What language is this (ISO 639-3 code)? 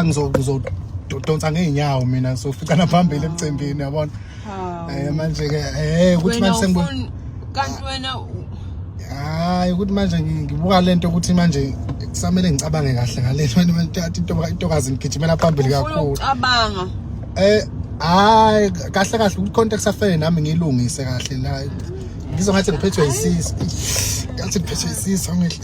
zul